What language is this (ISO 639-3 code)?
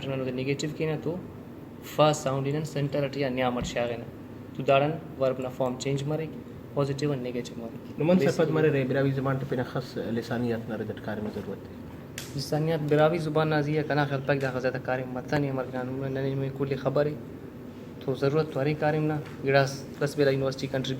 brh